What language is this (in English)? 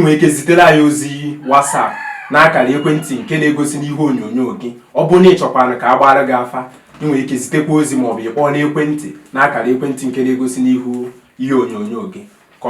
Igbo